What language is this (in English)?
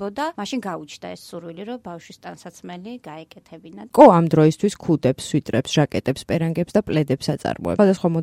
Georgian